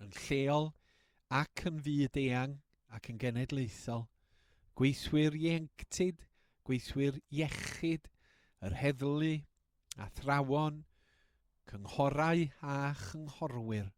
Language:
Welsh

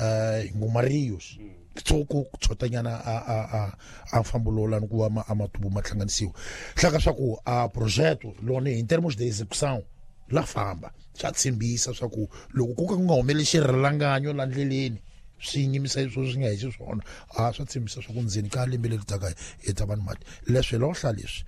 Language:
Tsonga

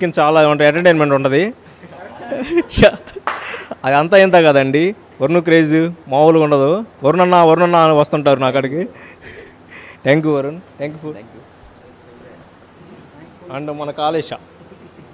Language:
Telugu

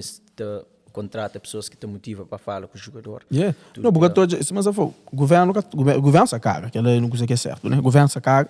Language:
Kabuverdianu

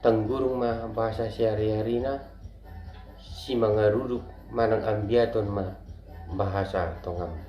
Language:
Batak Toba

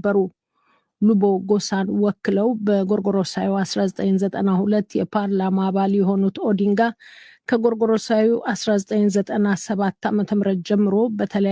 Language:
Amharic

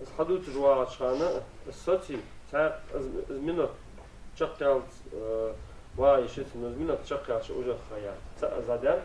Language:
Ingush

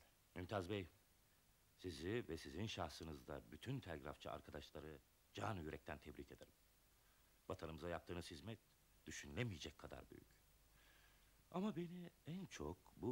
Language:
Turkish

